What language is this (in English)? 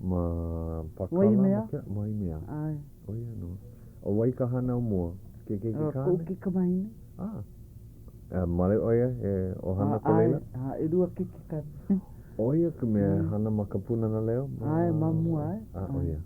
Hawaiian